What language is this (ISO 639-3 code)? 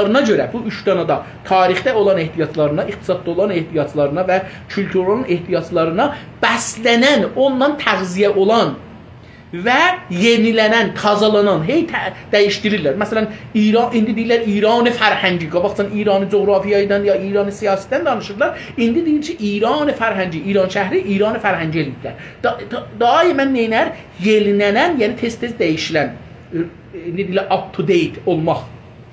azb